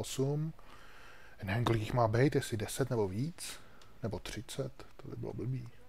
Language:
Czech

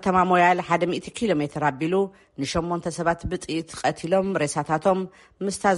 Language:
Tigrinya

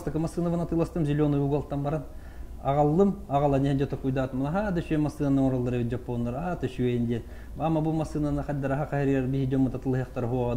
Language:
Yakut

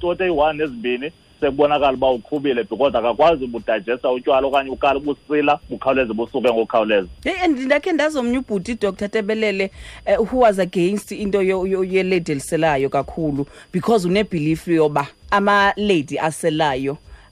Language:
Xhosa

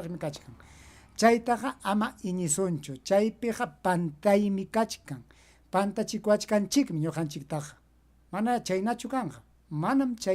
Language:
Ayacucho Quechua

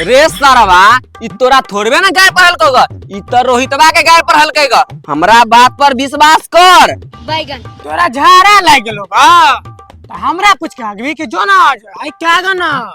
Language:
Maithili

